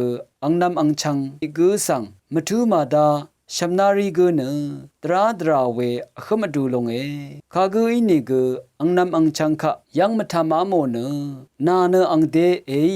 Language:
Rawang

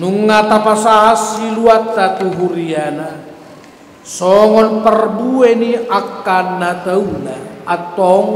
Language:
Batak Toba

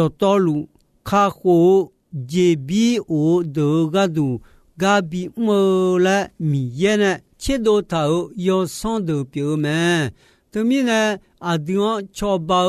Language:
Akha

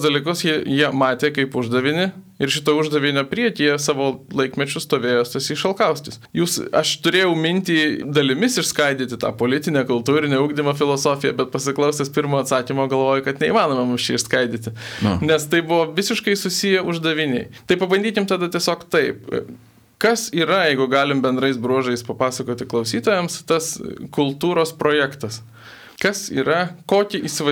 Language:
Lithuanian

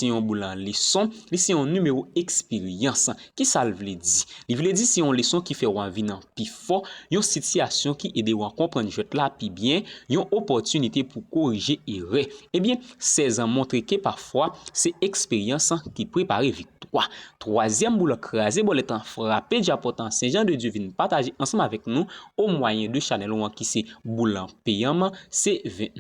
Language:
Haitian Creole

